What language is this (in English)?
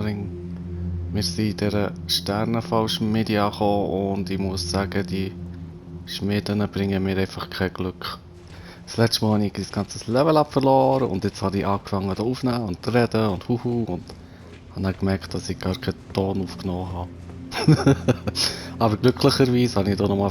Swiss German